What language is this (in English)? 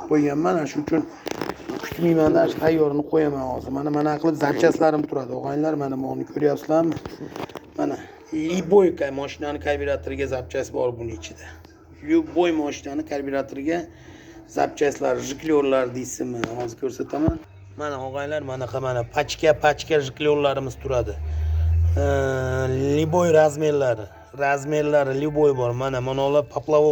Uzbek